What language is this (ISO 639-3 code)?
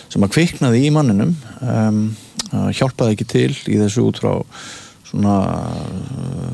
isl